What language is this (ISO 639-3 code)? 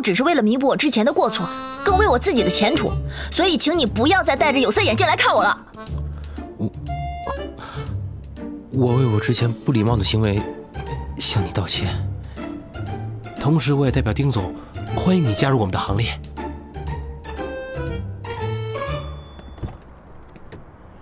zho